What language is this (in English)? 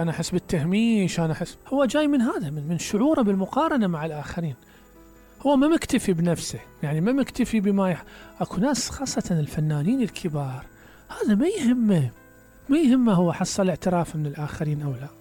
Mesopotamian Arabic